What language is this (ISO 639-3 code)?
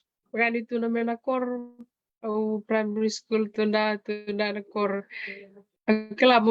fij